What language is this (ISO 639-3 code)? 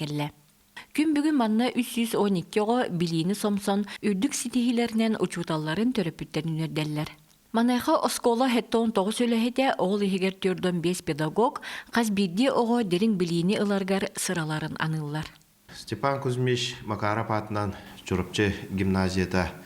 sah